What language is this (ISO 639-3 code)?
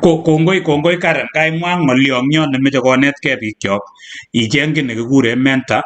kln